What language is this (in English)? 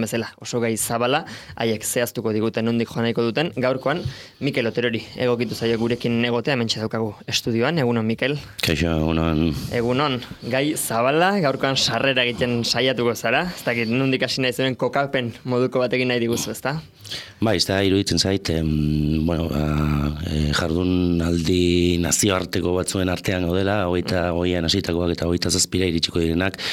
Basque